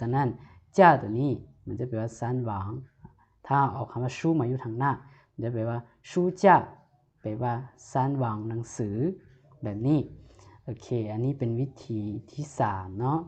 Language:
Lao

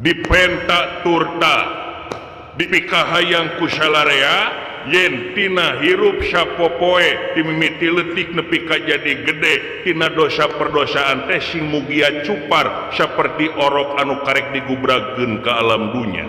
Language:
Sundanese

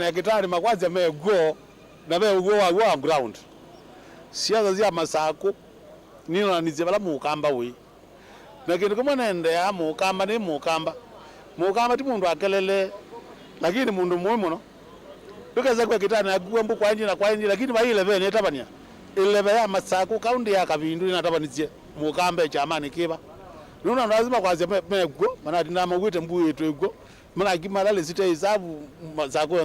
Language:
Kamba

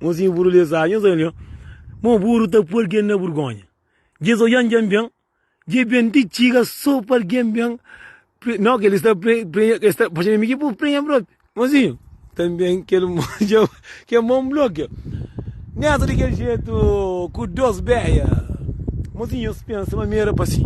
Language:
Kabuverdianu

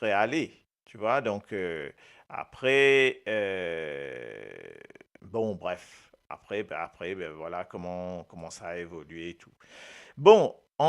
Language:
Morisyen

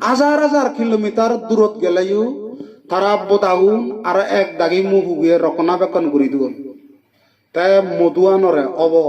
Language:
Chakma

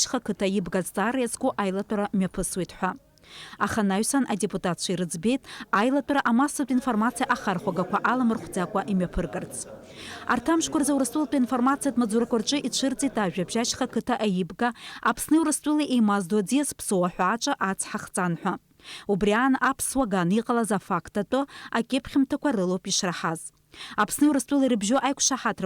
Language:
Abkhazian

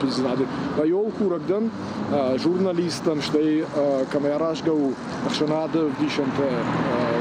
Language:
Ossetic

